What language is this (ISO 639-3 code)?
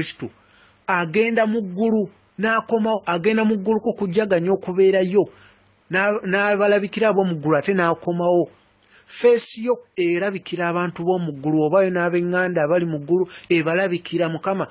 lug